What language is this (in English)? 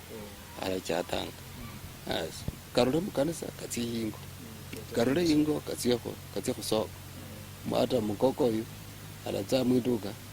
Luyia